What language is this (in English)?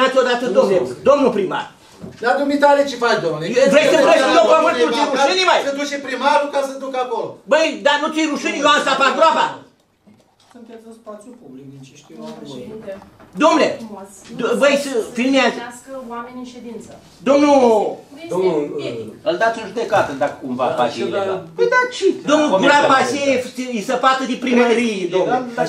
Romanian